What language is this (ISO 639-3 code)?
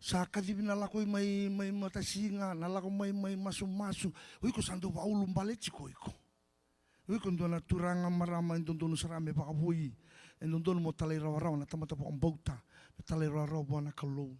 fij